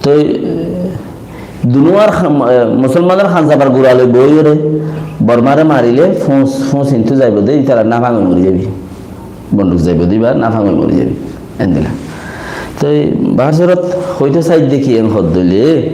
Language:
Rohingya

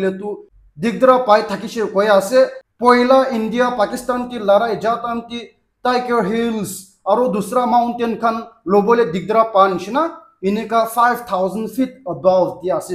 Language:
Naga Pidgin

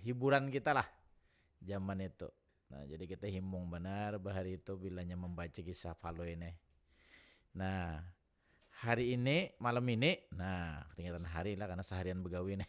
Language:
Banjar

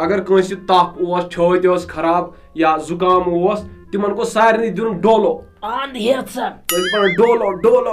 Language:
Kashmiri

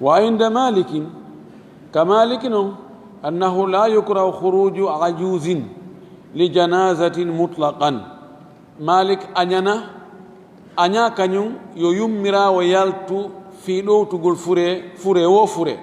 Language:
Fula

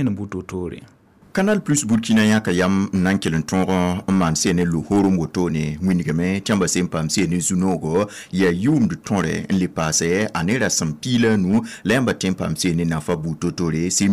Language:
Mossi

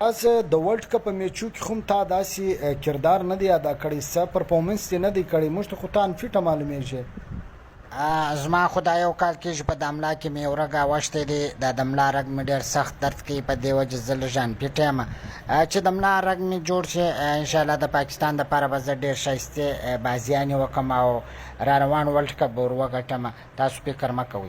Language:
Pashto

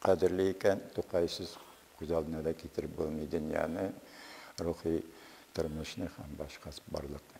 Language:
Tatar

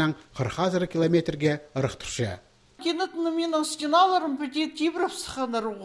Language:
Khakas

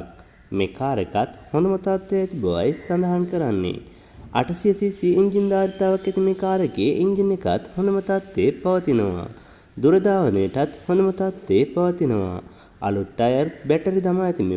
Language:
Sinhala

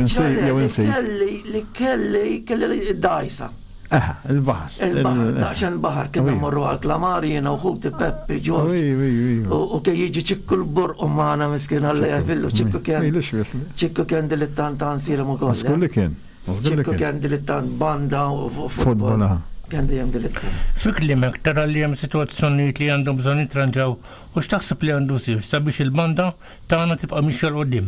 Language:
Maltese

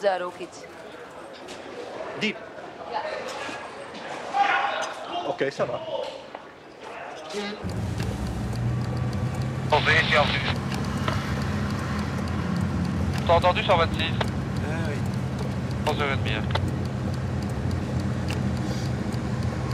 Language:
Dutch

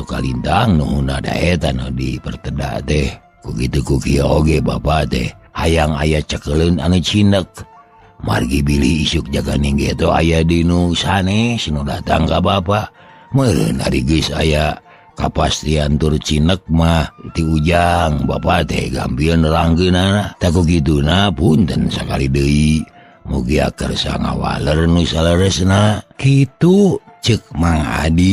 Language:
Sundanese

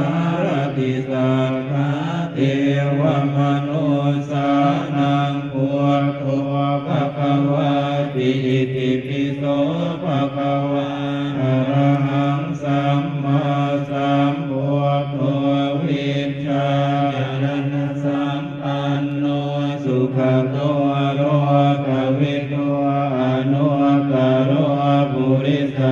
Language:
Pali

